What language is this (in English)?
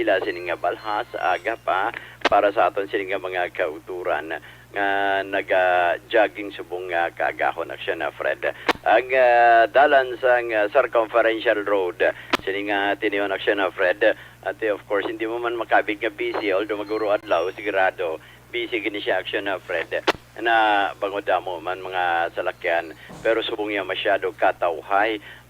Hiligaynon